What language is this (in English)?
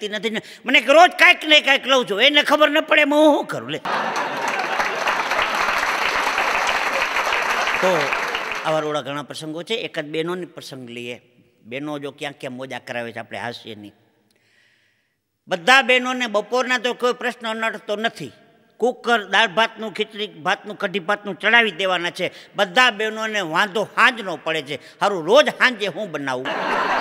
Gujarati